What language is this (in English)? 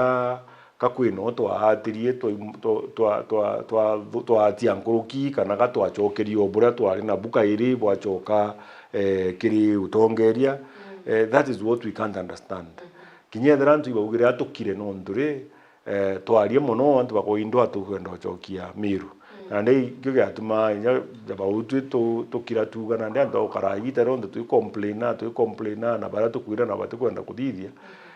Meru